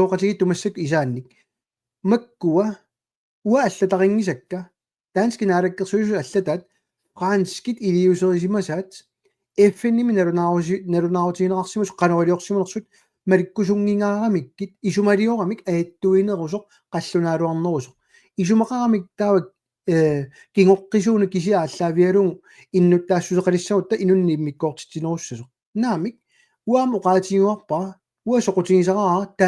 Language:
Kalaallisut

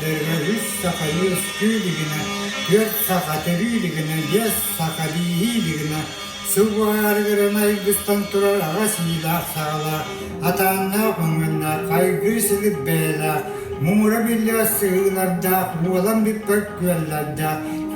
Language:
Yakut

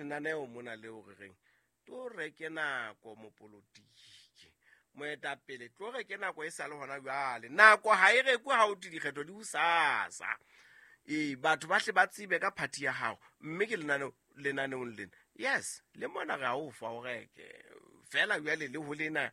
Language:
Southern Sotho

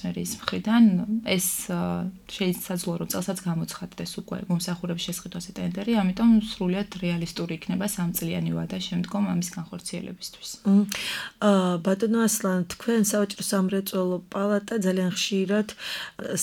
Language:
Georgian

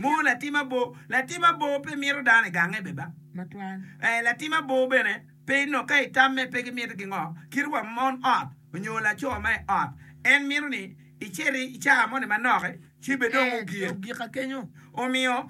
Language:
Acoli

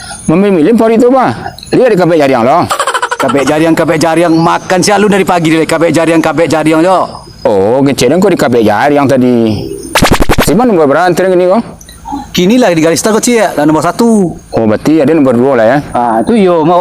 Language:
Minangkabau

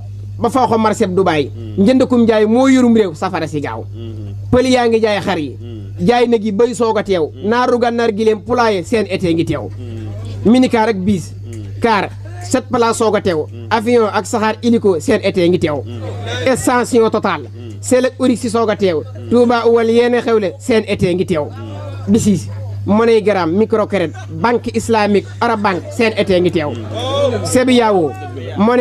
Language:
Wolof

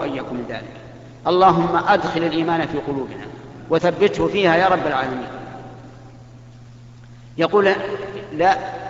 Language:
Arabic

